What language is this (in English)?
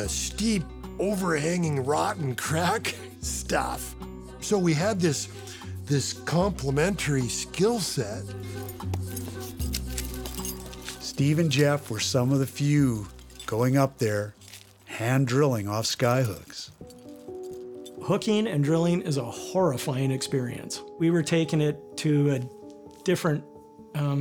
English